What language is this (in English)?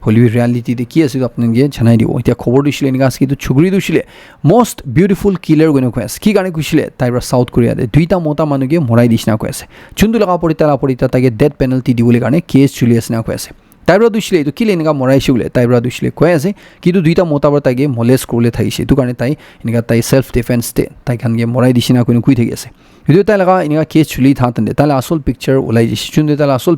Naga Pidgin